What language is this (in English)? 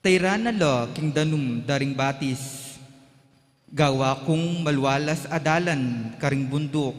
Pampanga